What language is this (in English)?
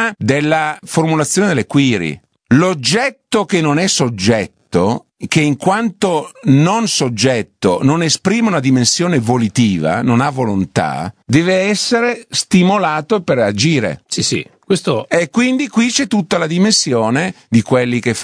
Italian